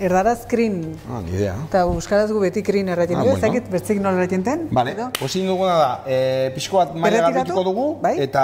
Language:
Basque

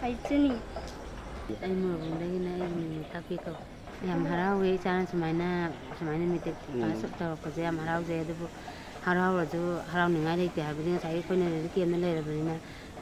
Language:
Manipuri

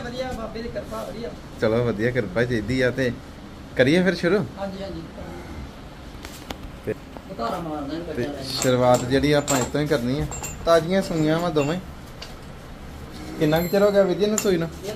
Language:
Punjabi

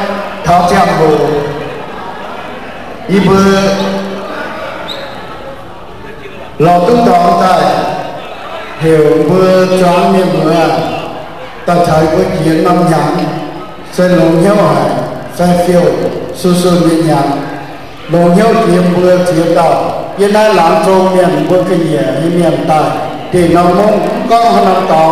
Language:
Vietnamese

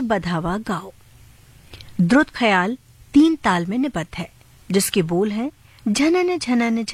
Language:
Hindi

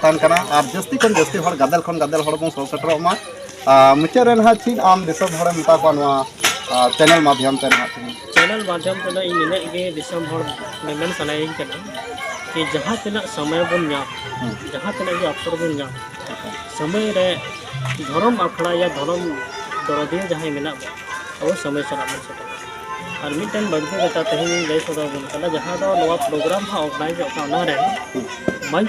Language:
Santali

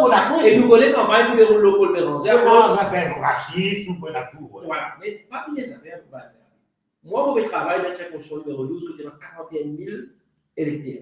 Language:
Morisyen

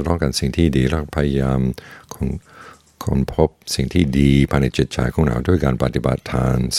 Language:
Thai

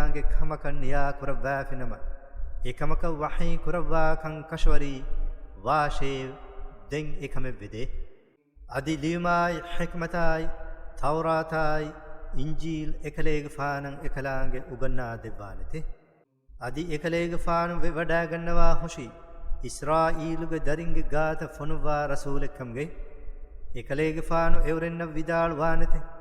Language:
Divehi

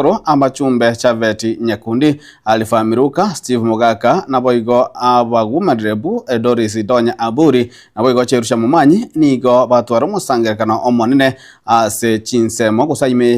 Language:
Gusii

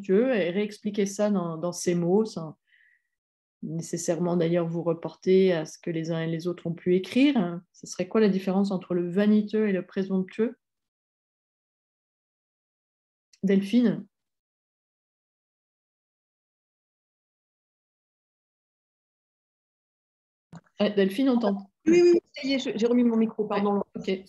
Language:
French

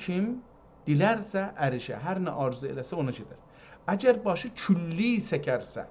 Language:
South Azerbaijani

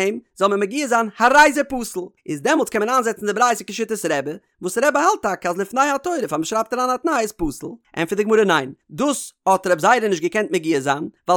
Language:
Yiddish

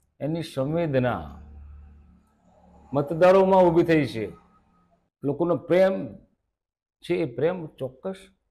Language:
Gujarati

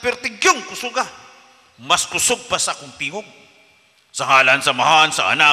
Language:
Cebuano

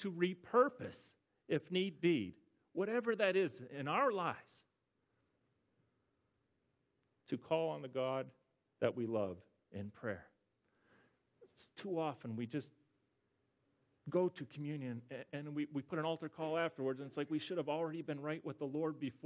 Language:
English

